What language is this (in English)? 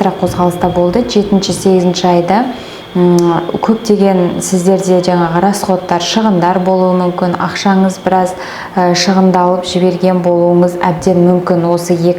Kazakh